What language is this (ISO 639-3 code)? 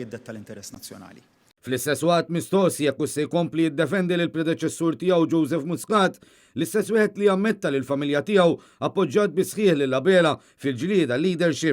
mlt